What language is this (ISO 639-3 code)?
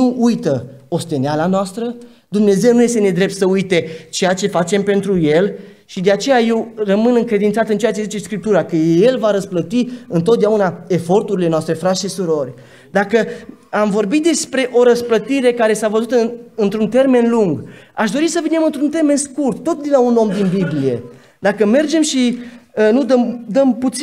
ron